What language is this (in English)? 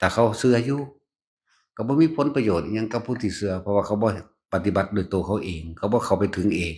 Northeastern Thai